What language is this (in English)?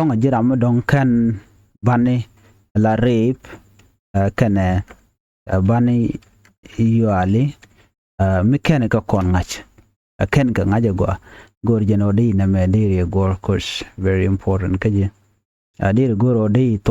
Nuer